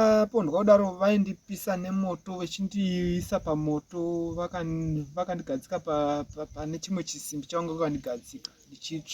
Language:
Shona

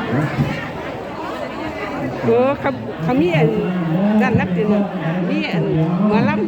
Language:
Lao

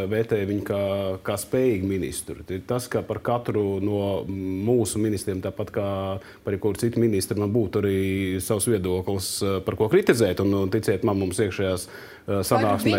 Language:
Latvian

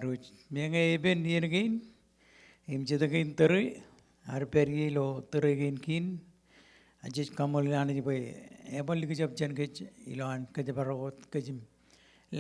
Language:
Marshallese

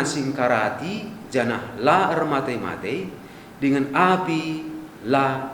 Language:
Batak Karo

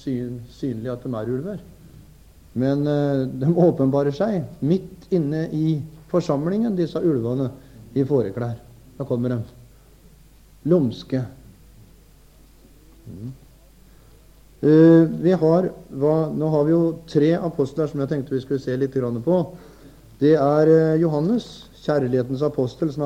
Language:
Norwegian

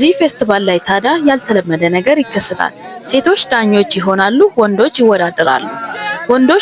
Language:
Amharic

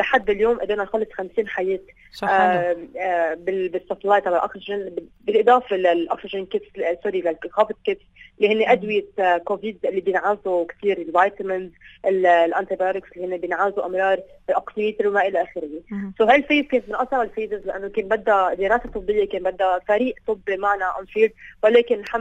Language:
North Levantine Arabic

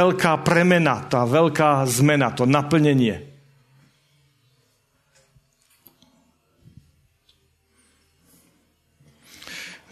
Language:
Slovak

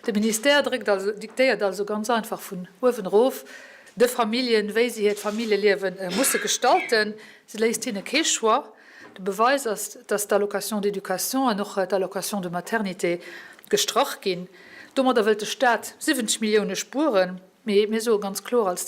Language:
Luxembourgish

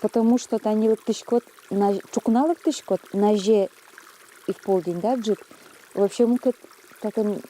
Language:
Udmurt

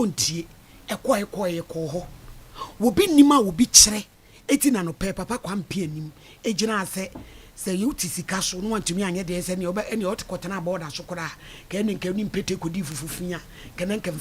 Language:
Akan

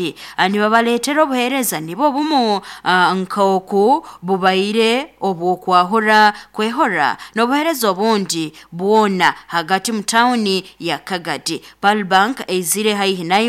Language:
Nyoro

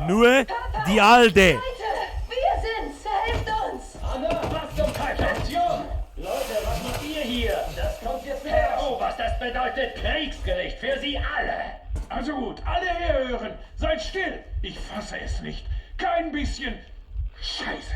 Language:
Bavarian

